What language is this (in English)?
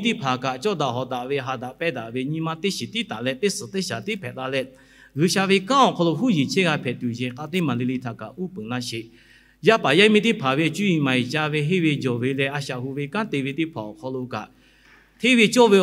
Lahu